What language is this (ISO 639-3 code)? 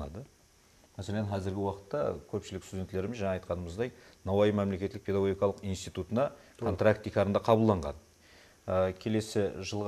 kaa